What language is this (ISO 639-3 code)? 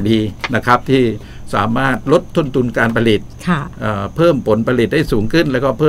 tha